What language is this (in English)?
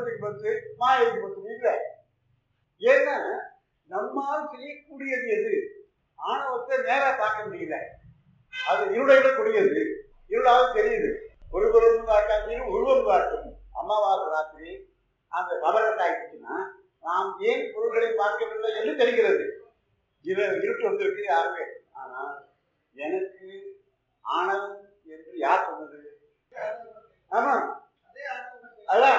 Tamil